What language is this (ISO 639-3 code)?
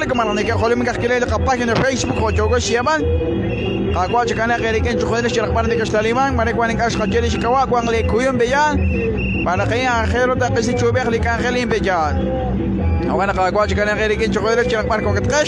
kek